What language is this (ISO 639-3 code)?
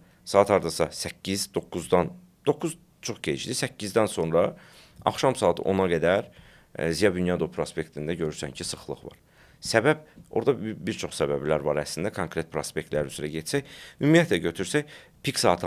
aze